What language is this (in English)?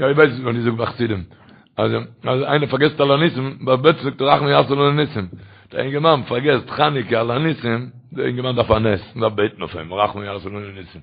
Yiddish